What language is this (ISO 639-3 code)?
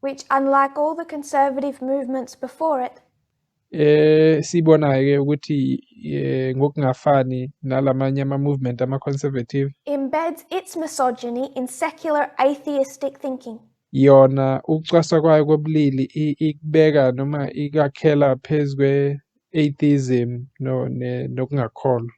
zul